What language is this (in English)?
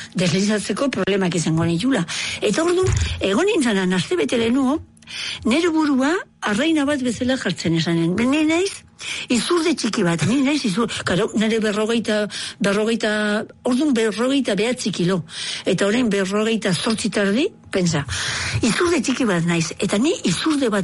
Basque